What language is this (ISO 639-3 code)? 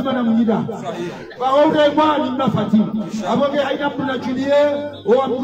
swa